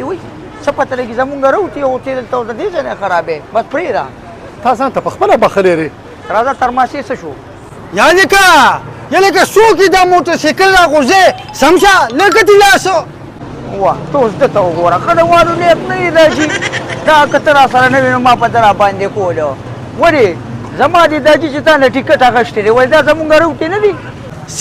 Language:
Pashto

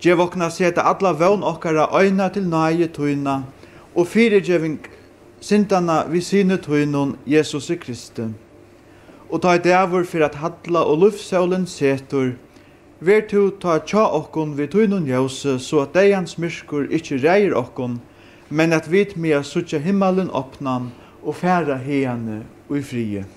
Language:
Faroese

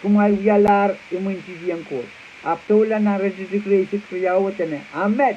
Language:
Pohnpeian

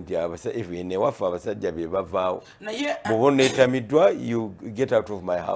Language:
Ganda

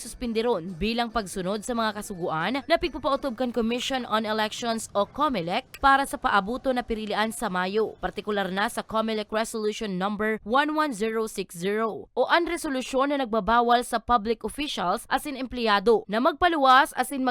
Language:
Bikol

